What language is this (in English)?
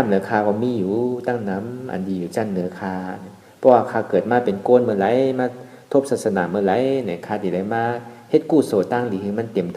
Shan